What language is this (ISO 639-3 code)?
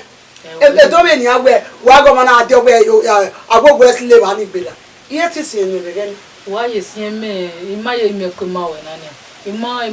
bin